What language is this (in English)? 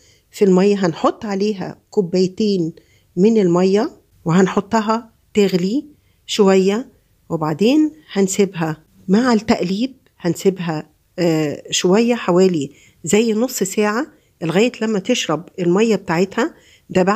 Egyptian Arabic